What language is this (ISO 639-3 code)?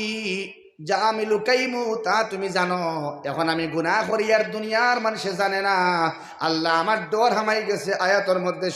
syl